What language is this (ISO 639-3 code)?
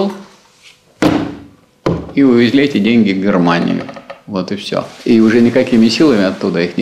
rus